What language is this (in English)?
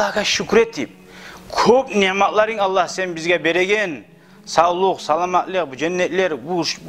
Kumyk